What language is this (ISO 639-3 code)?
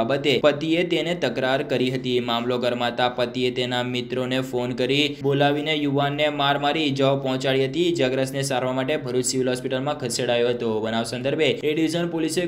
guj